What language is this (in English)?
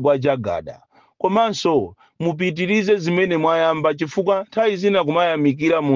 Nyanja